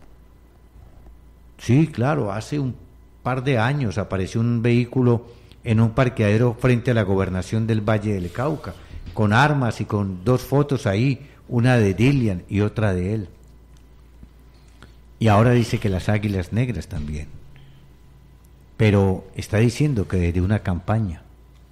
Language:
Spanish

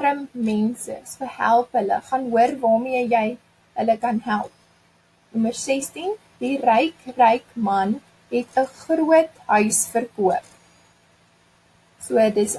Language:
Afrikaans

